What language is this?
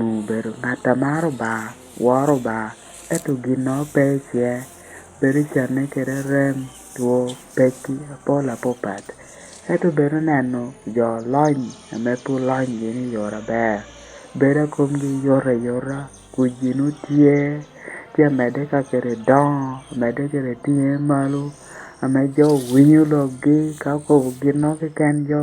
Lango (Uganda)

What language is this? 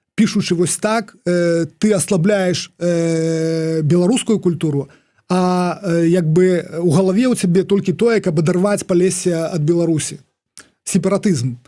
Belarusian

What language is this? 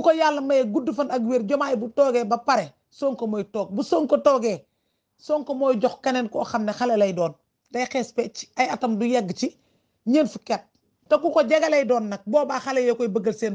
Wolof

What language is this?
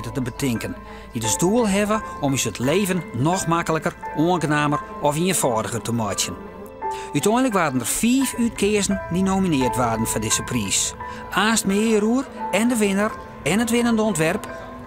Western Frisian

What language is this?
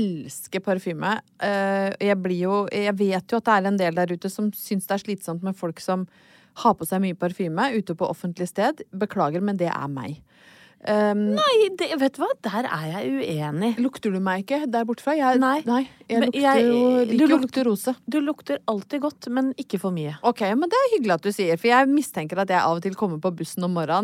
Norwegian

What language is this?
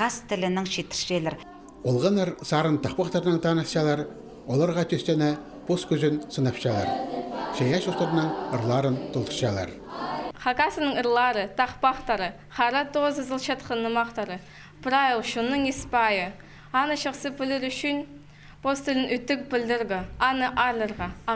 Khakas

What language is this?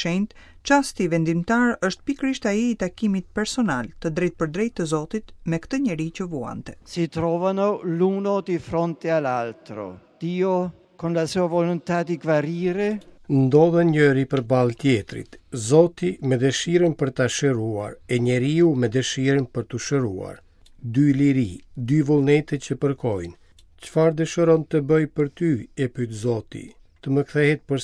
Albanian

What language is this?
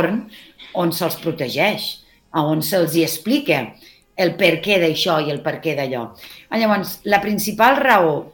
Catalan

